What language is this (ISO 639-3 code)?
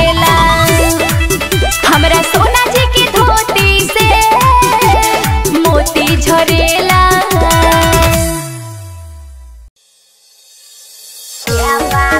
bho